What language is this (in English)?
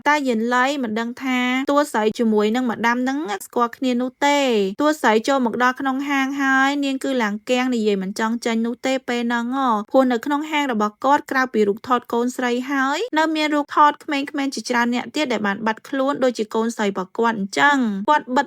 Khmer